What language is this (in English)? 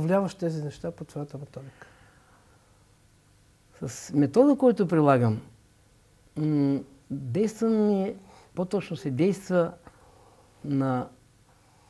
Bulgarian